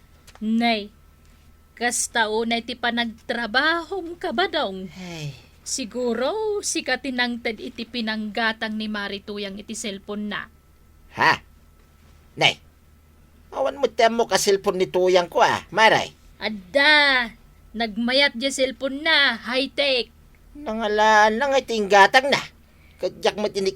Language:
Iloko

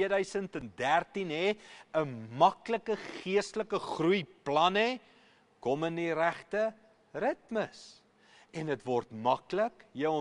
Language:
Afrikaans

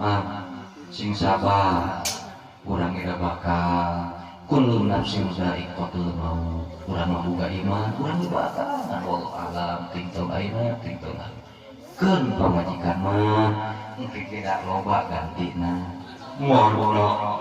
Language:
Sundanese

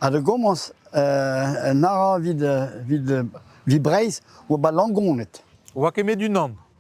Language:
Breton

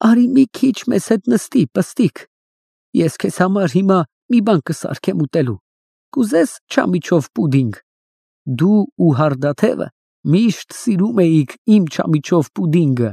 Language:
Armenian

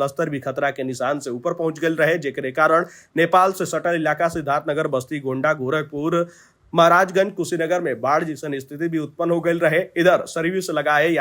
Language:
Bhojpuri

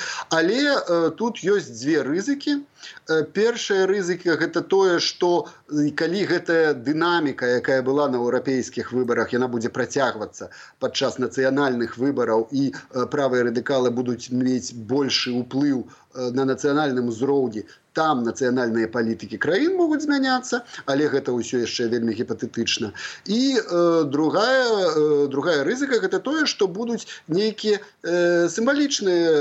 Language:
Belarusian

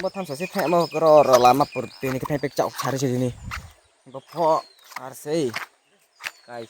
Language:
Riang (India)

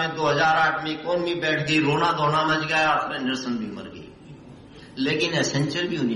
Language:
Hindi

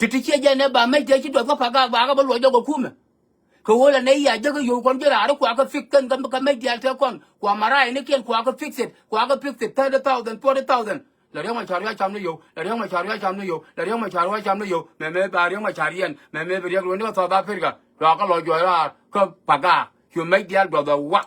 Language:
Nuer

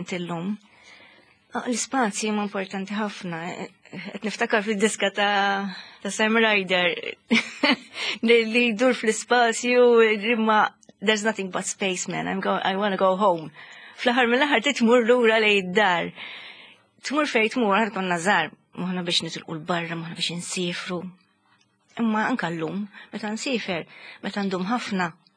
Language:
Maltese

